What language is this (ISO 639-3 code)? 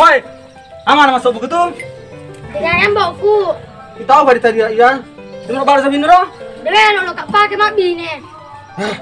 bug